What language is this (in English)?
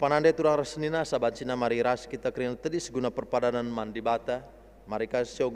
Batak Karo